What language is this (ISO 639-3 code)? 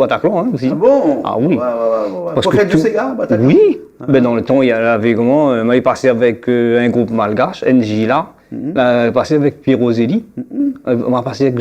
rcf